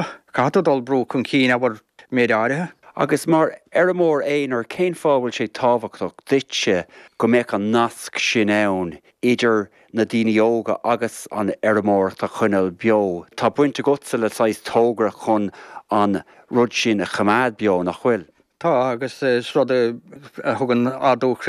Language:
Irish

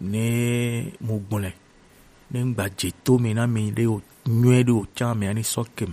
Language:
Gen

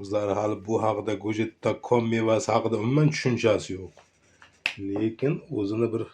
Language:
Uzbek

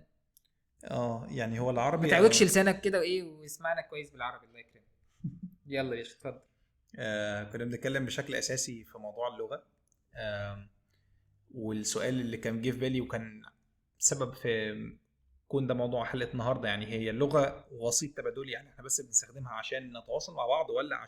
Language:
Egyptian Arabic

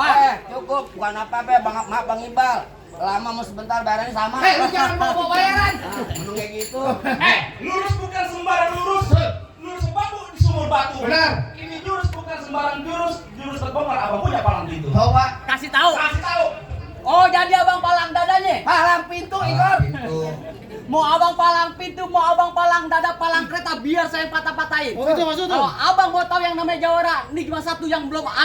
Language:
Betawi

